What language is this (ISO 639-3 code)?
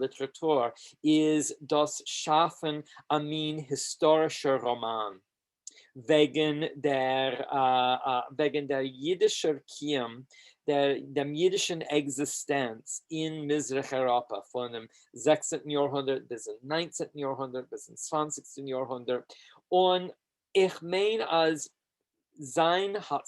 yid